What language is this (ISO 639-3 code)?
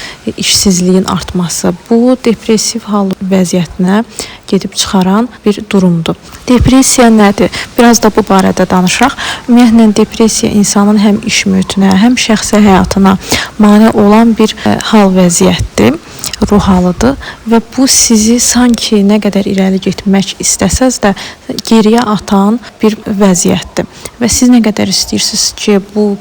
aze